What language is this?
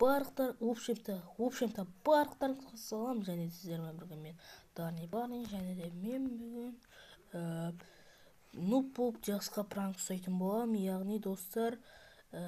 Kazakh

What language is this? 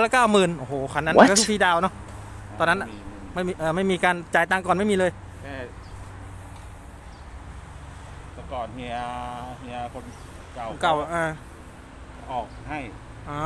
Thai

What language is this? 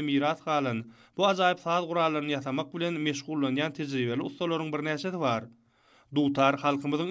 Turkmen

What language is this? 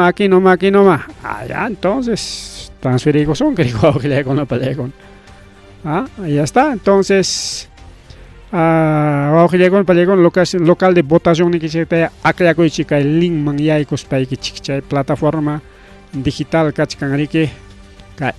Ayacucho Quechua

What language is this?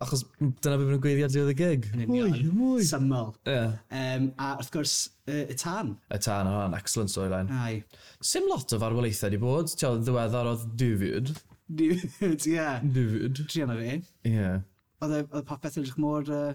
Welsh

